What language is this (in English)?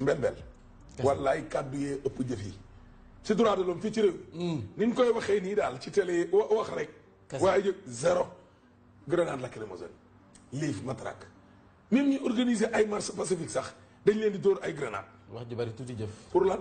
Wolof